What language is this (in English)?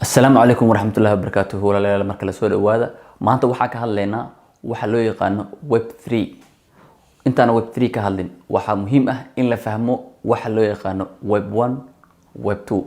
Somali